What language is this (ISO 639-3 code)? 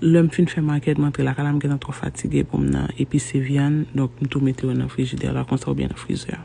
hat